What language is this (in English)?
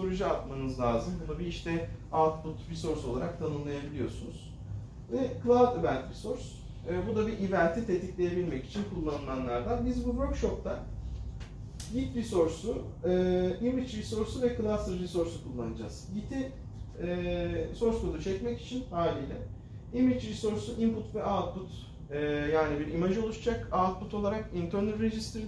Turkish